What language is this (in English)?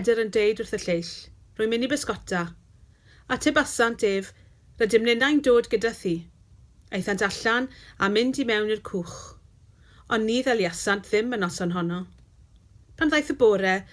Welsh